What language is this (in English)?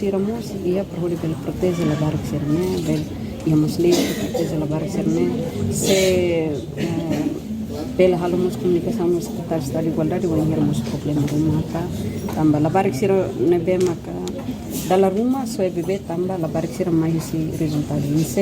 Tetum